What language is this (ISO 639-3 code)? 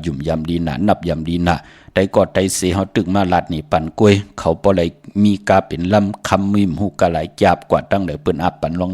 shn